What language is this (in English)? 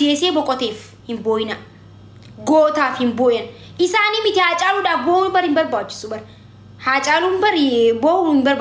Oromo